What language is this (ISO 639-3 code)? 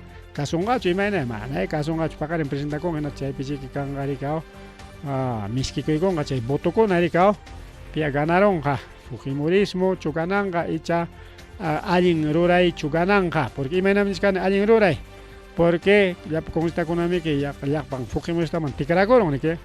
quy